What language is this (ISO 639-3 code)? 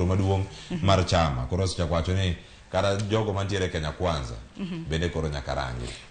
luo